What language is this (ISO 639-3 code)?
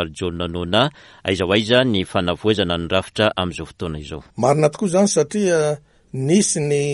mlg